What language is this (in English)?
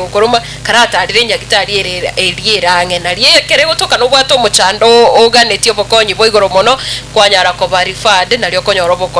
Gusii